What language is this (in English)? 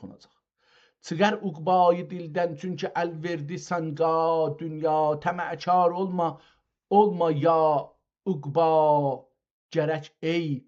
South Azerbaijani